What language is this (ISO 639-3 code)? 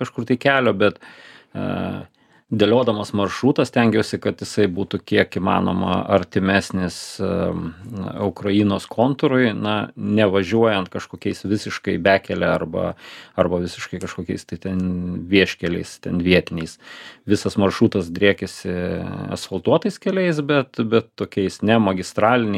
lit